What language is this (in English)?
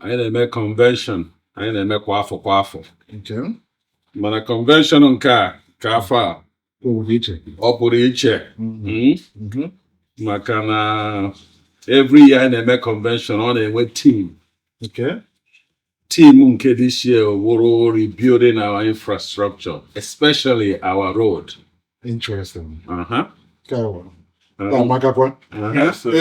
Igbo